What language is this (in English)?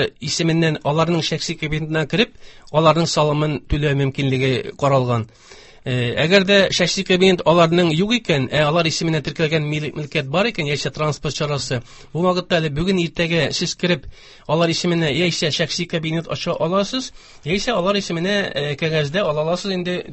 Tatar